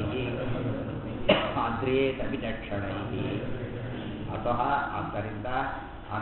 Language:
Kannada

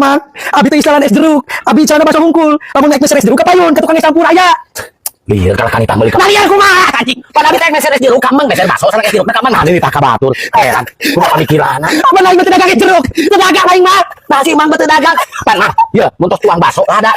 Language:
Sundanese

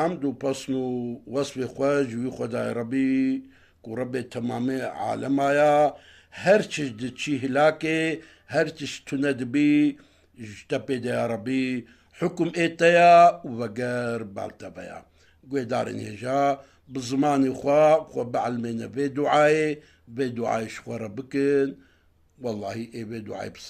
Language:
Kurdish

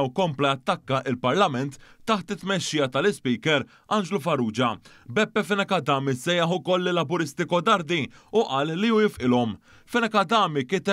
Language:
Maltese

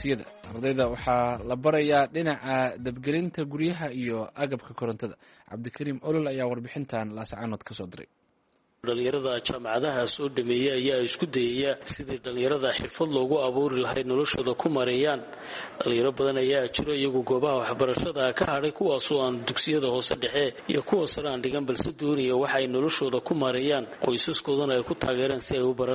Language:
Somali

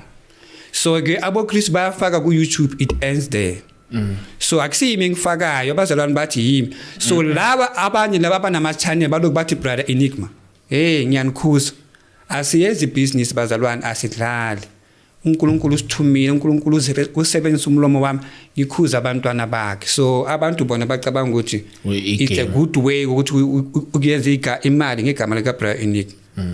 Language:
Zulu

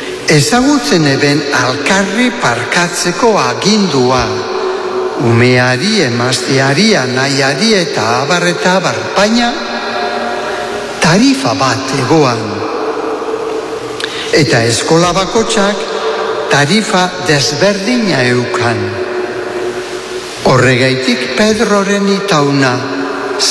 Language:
Basque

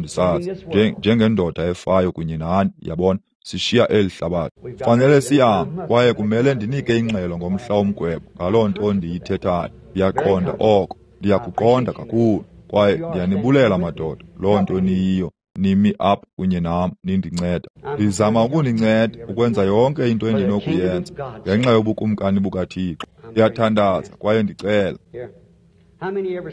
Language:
Xhosa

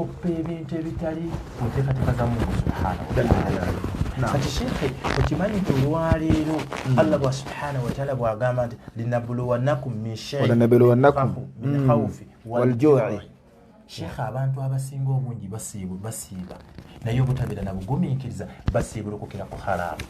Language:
Ganda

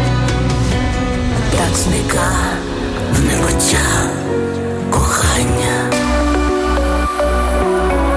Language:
Ukrainian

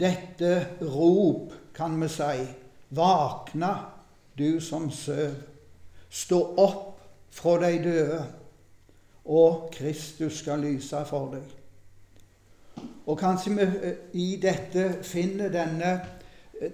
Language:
Norwegian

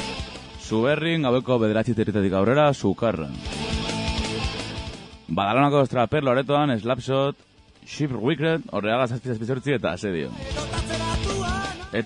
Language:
Basque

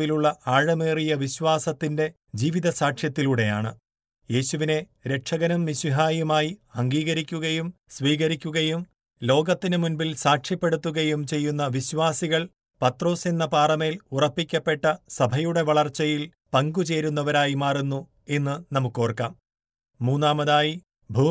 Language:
Malayalam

